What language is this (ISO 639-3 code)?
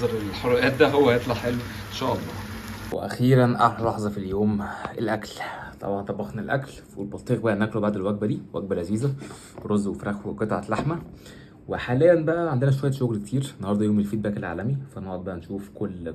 arz